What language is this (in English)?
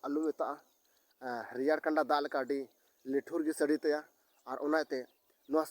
Santali